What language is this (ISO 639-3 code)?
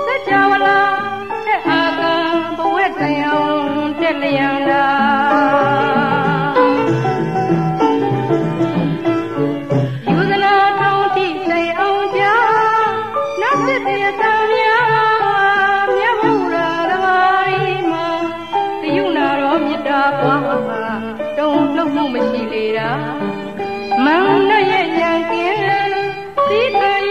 mya